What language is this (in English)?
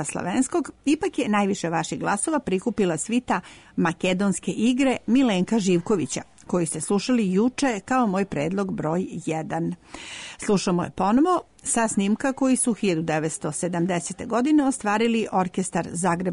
Serbian